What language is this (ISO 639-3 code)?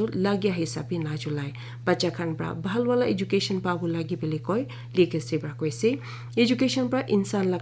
nag